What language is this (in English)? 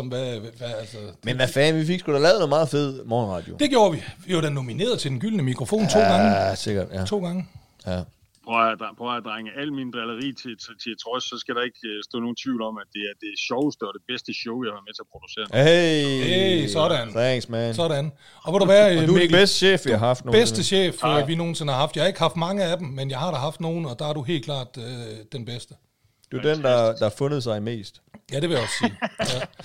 Danish